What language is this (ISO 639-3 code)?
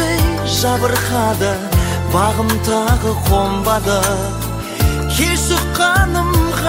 kaz